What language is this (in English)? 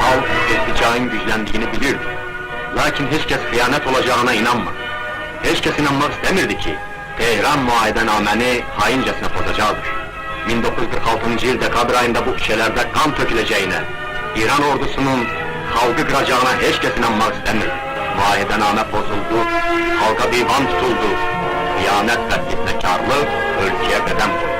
South Azerbaijani